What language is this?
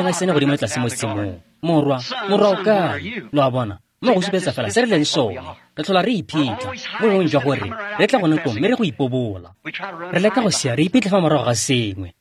Tswana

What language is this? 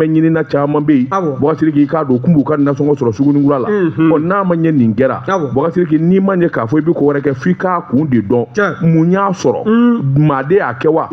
Bambara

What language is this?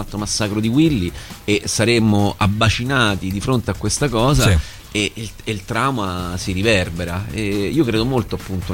Italian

